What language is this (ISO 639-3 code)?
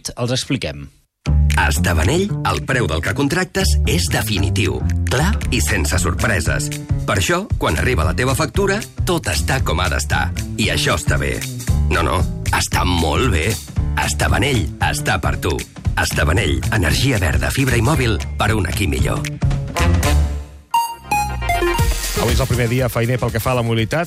cat